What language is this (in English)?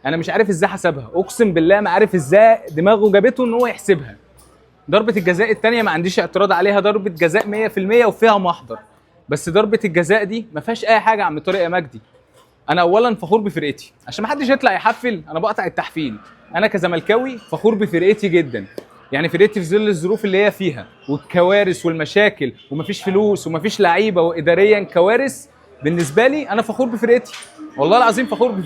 Egyptian Arabic